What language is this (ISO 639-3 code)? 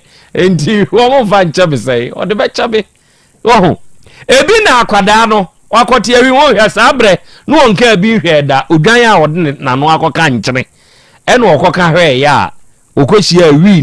aka